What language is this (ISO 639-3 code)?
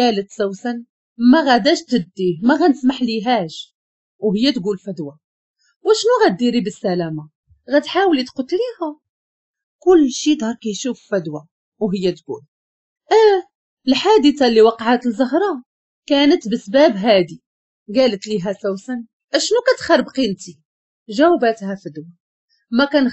ary